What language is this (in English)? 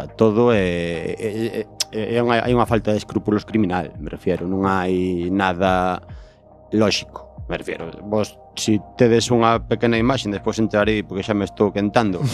Galician